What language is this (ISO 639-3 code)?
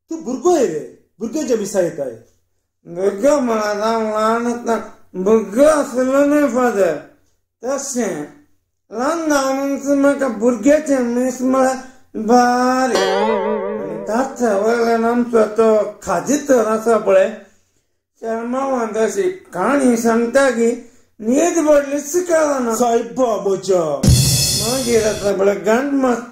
kok